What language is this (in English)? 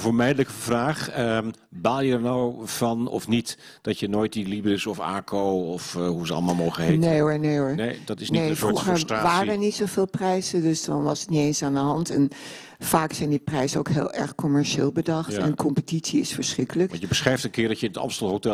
Dutch